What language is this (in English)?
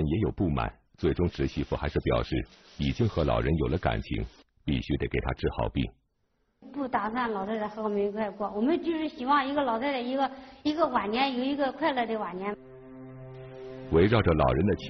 Chinese